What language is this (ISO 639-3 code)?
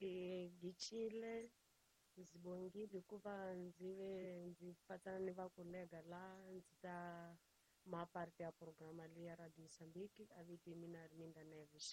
tso